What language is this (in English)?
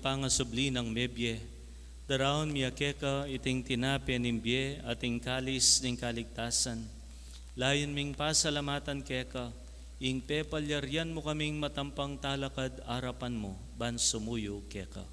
Pampanga